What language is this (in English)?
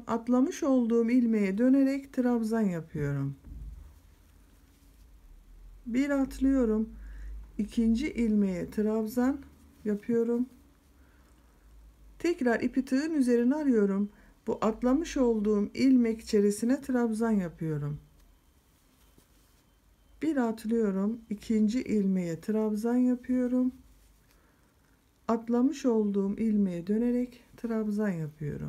Turkish